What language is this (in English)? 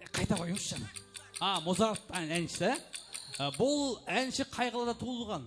Kara-Kalpak